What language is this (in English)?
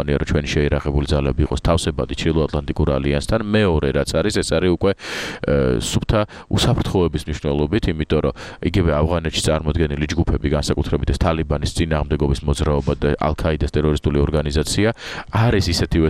Georgian